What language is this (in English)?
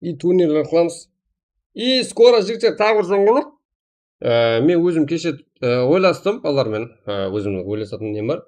Kara-Kalpak